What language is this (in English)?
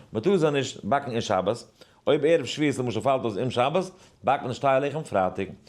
Yiddish